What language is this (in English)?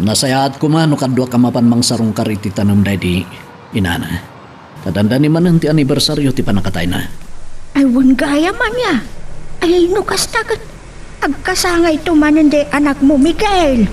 Iloko